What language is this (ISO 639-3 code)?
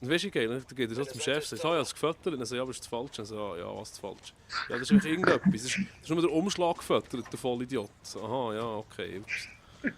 gsw